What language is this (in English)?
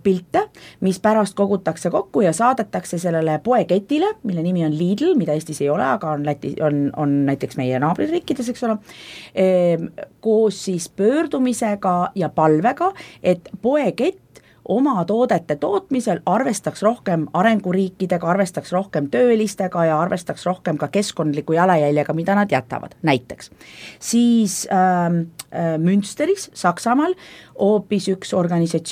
Estonian